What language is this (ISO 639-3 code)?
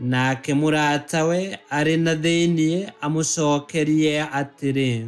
kik